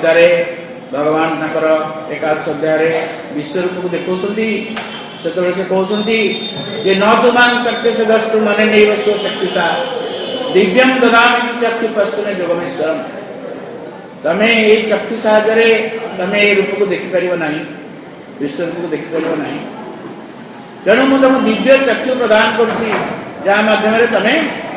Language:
Odia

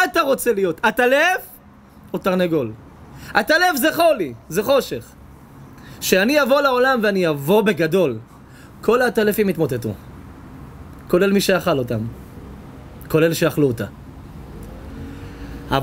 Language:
Hebrew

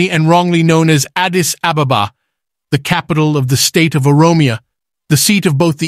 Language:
English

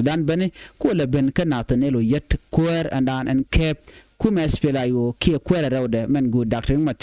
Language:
Nuer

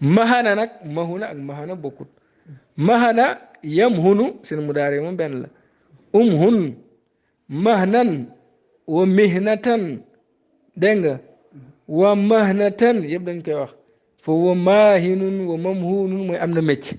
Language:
Wolof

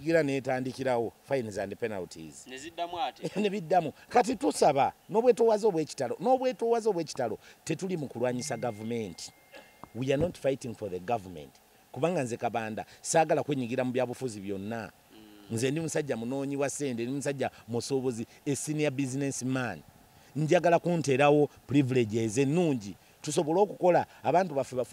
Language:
Ganda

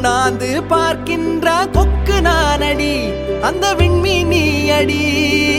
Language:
Tamil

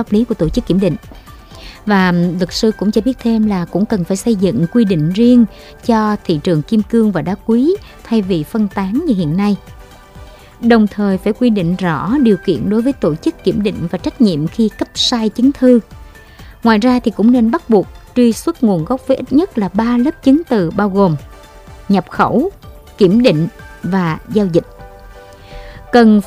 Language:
Vietnamese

